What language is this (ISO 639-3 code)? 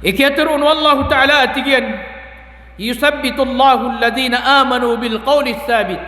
mrw